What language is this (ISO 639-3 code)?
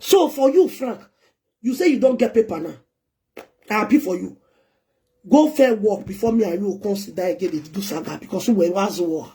pcm